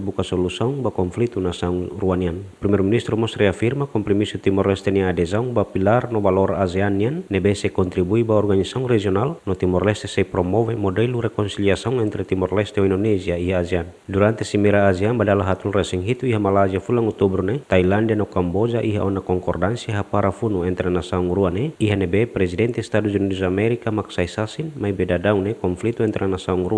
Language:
Tetum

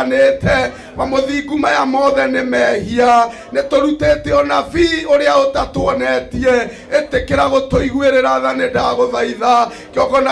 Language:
Kikuyu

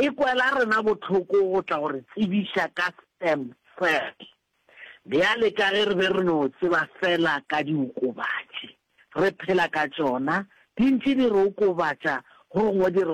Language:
Northern Sotho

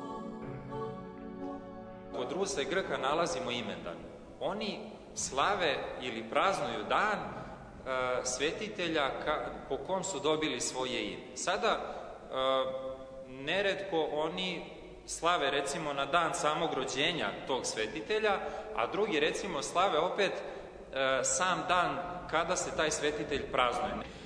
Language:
Serbian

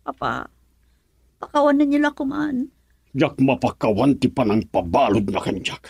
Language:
Iloko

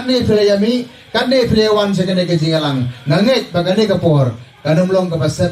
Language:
Khasi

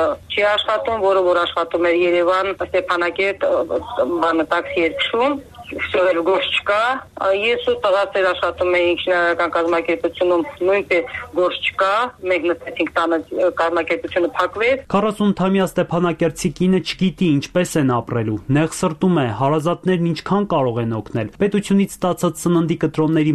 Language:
Armenian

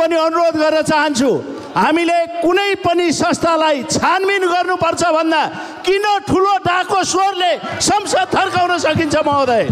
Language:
Nepali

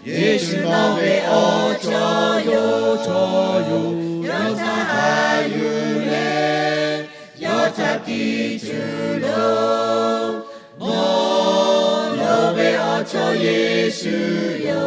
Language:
Lahu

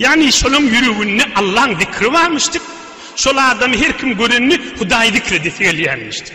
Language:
Turkmen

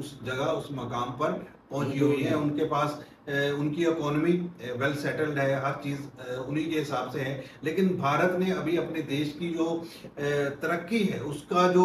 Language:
Hindi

